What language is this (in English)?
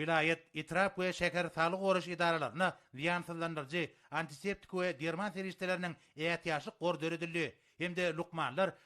Turkmen